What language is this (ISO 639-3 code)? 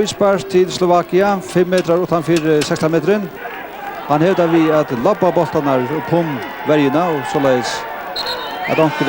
fao